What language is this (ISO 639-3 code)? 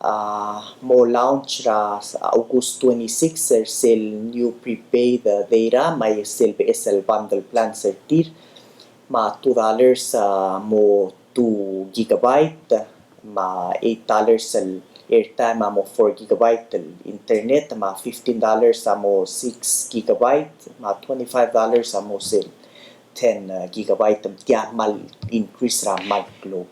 pau